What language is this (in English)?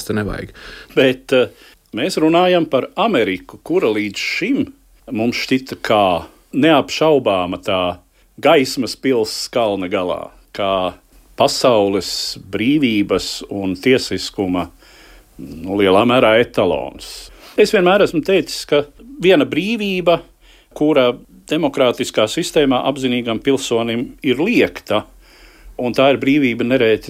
Latvian